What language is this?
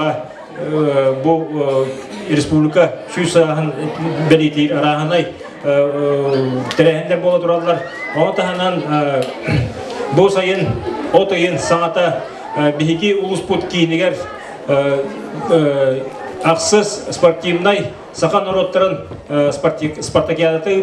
Yakut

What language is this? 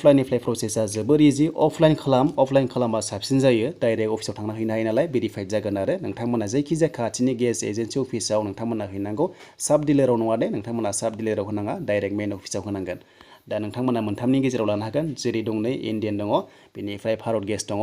Bodo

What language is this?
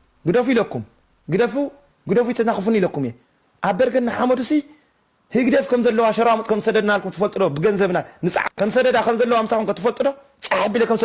Tigrinya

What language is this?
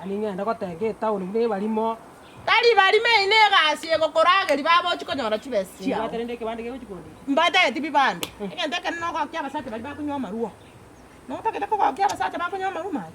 Gusii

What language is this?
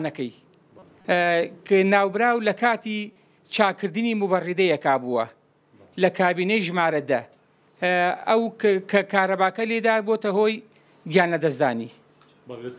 Central Kurdish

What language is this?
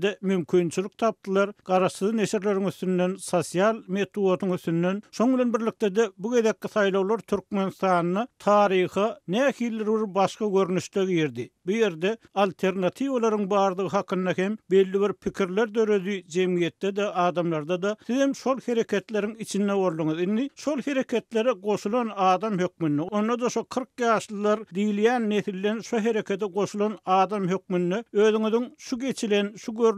Turkmen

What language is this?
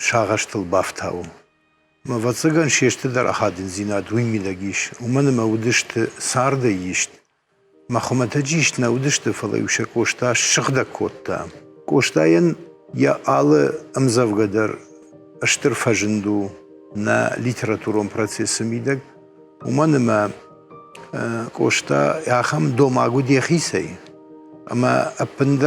Ossetic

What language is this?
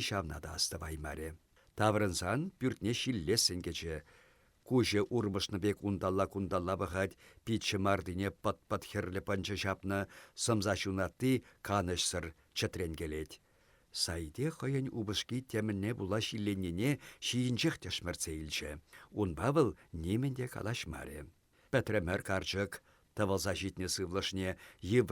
Chuvash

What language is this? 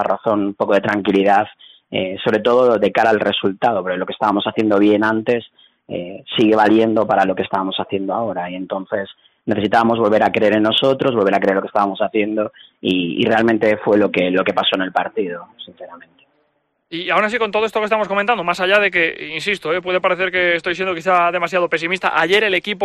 Spanish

